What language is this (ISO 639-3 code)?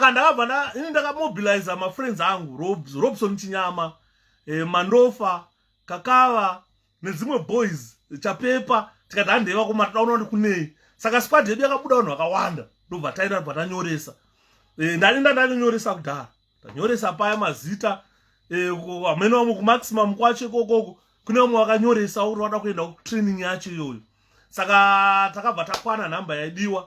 sna